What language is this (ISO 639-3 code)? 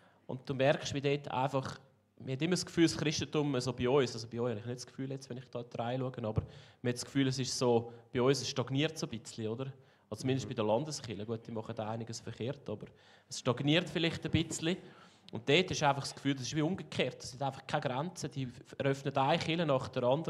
gsw